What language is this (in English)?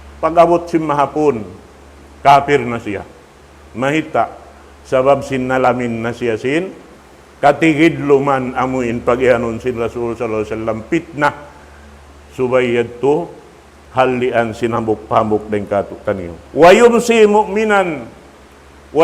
Tausug